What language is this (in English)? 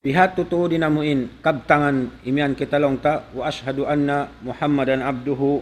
Tausug